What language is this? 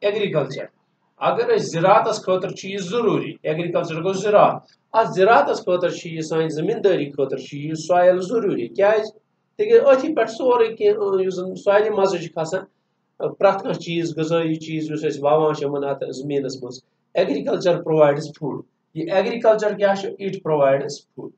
Kashmiri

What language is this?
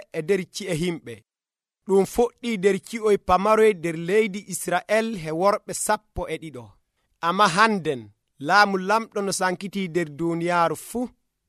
Nigerian Fulfulde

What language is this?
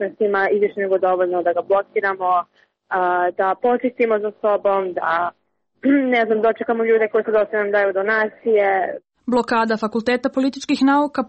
Serbian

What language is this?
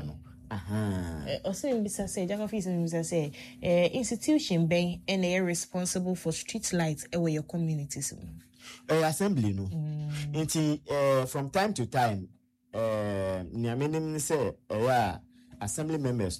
Akan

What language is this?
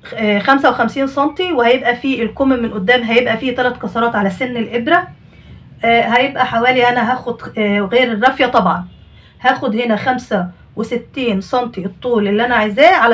Egyptian Arabic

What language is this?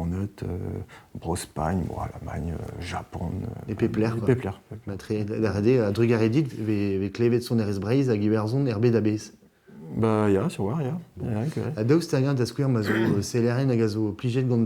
Breton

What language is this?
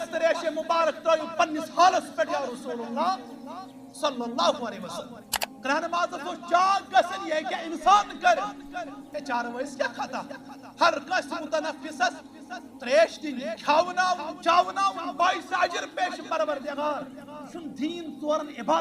Kashmiri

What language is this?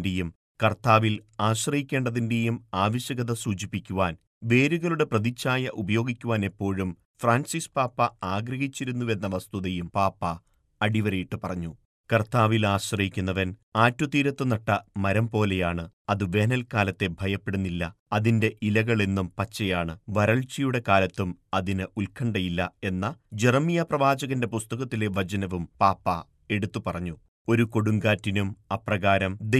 Malayalam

